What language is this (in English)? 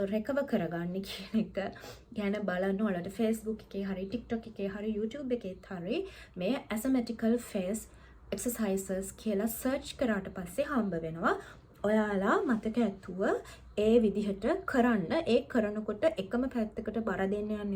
Sinhala